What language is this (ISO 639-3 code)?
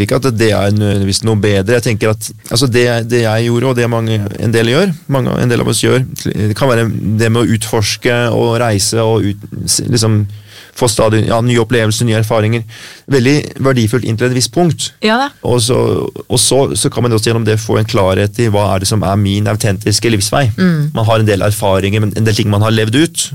nor